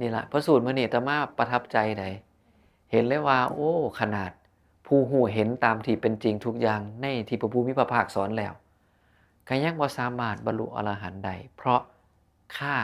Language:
Northeastern Thai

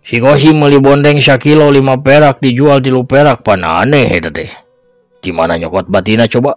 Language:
Sundanese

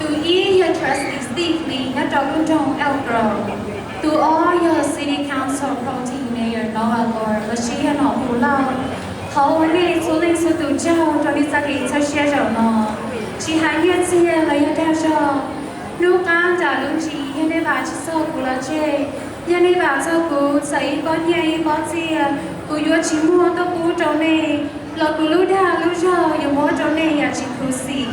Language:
Hmong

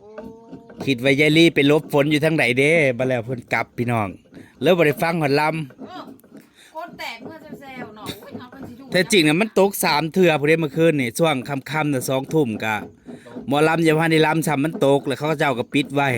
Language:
Northeastern Thai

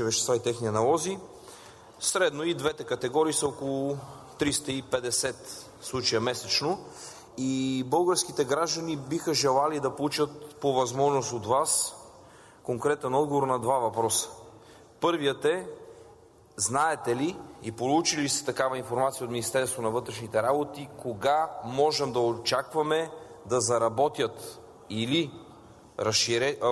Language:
Bulgarian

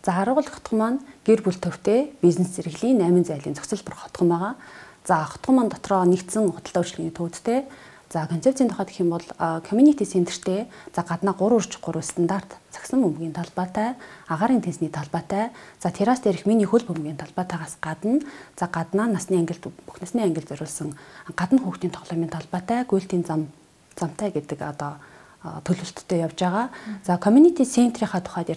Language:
Mongolian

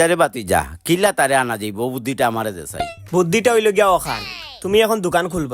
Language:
Sylheti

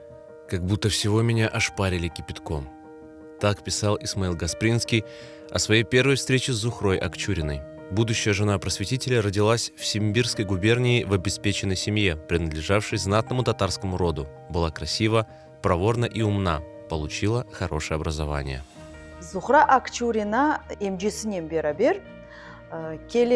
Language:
Crimean Tatar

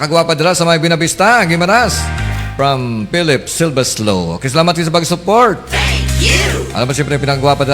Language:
Hiligaynon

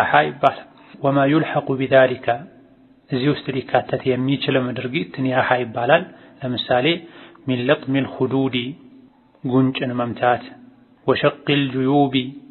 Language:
Amharic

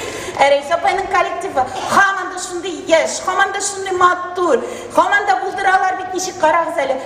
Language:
Tatar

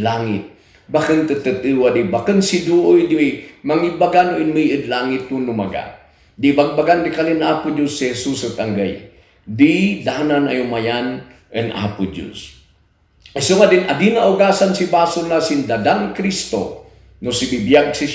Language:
Kankanaey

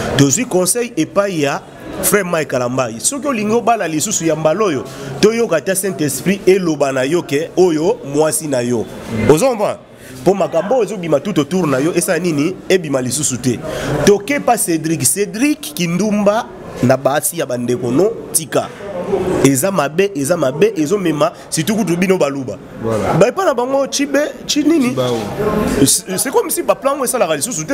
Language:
Lingala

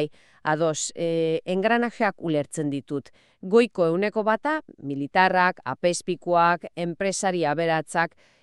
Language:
Basque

